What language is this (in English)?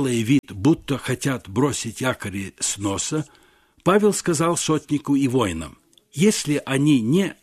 Russian